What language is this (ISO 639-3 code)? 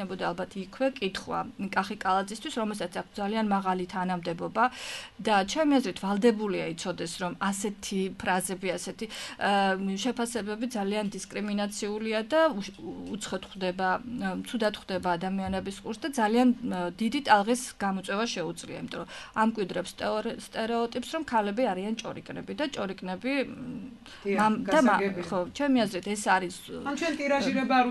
kat